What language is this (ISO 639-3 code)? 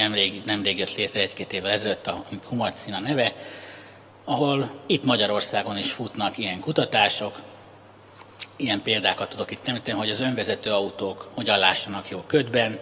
hun